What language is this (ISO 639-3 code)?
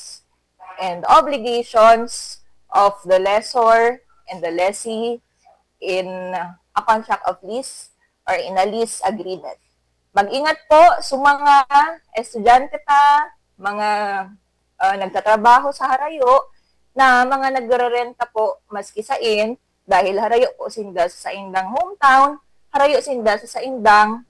bik